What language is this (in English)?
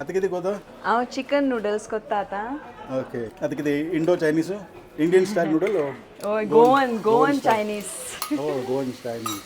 Konkani